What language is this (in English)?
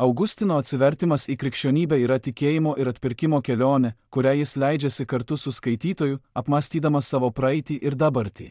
Lithuanian